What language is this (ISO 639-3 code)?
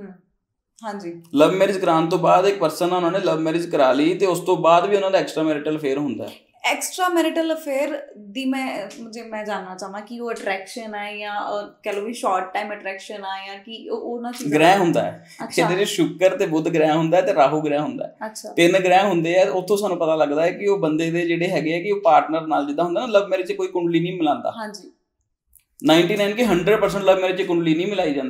pan